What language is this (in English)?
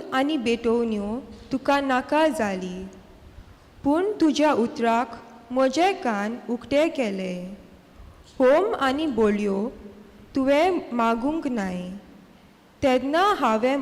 Konkani